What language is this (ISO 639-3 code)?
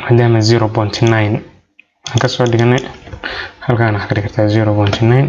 som